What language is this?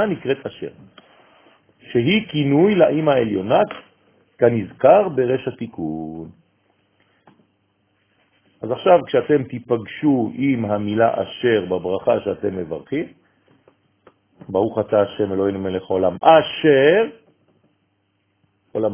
Hebrew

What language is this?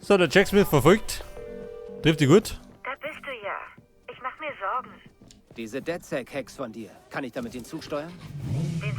Bavarian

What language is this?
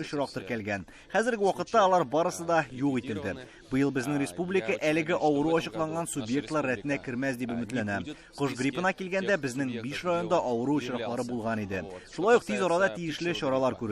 Tatar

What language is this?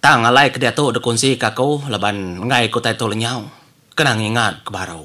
Iban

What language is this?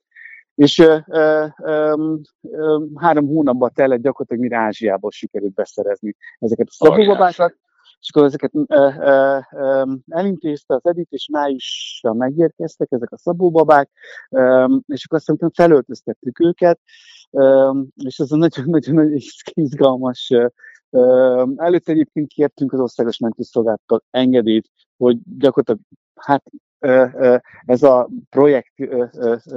Hungarian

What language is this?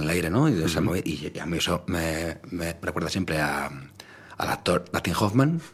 Spanish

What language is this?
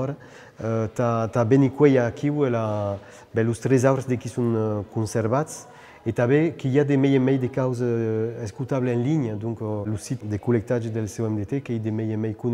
Occitan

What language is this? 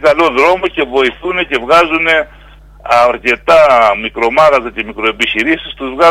Greek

